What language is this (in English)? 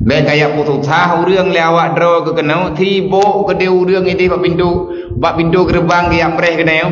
Achinese